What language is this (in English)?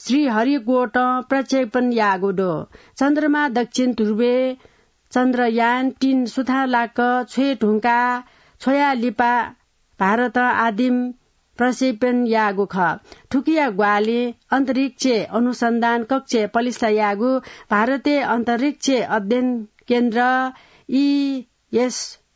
Newari